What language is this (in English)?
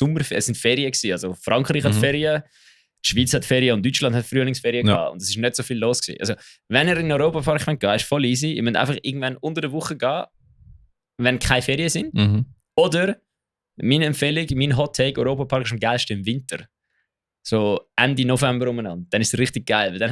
Swiss German